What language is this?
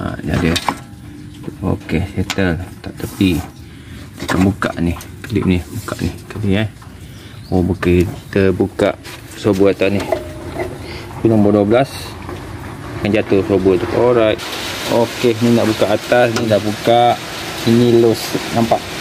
Malay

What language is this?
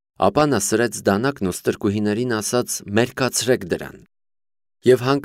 Armenian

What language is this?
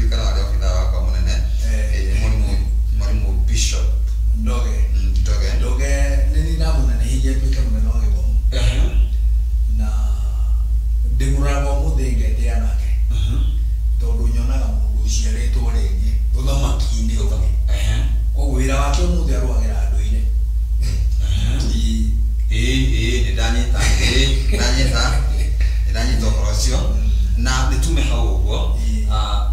Kikuyu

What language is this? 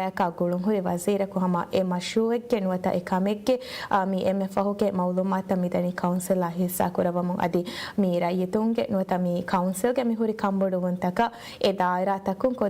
Divehi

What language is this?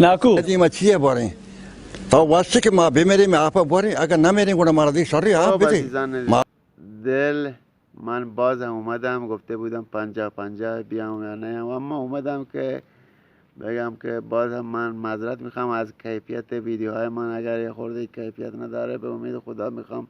Baluchi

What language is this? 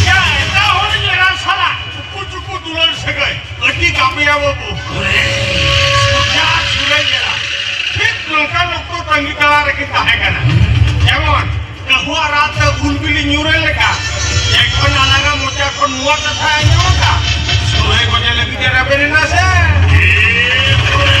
Santali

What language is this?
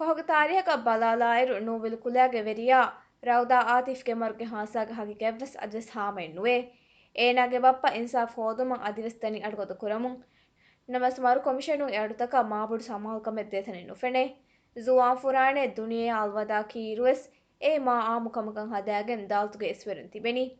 Divehi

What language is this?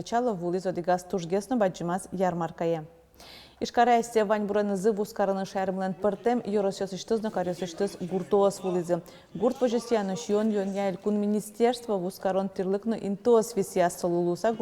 Udmurt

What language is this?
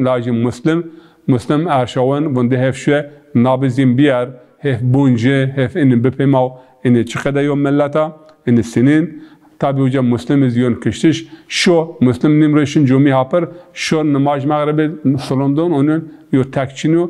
Zaza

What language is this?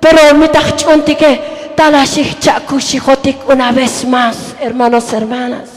Tzotzil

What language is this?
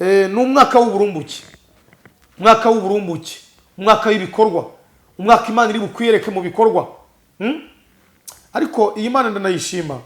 Kinyarwanda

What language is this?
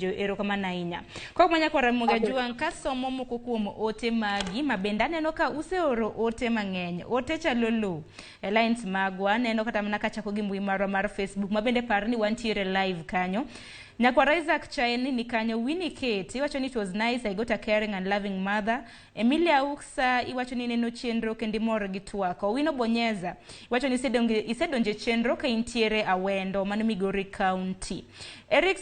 Luo (Kenya and Tanzania)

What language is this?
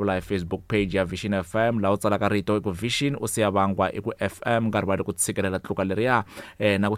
Tsonga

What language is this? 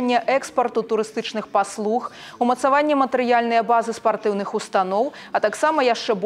Belarusian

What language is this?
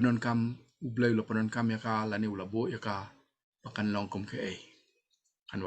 Khasi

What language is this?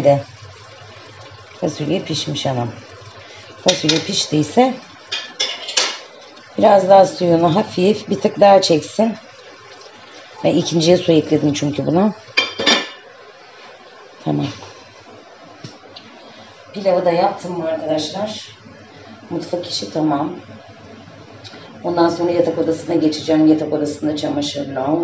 Turkish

